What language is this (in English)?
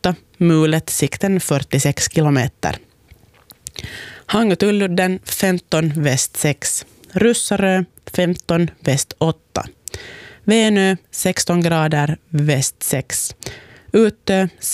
Swedish